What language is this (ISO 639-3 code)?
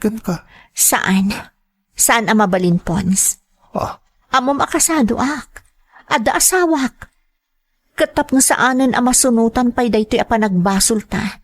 ilo